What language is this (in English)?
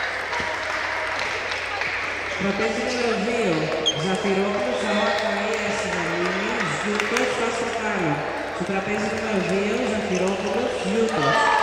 Greek